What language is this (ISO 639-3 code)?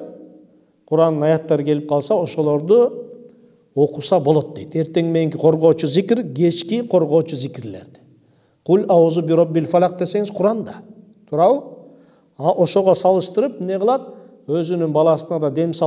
kir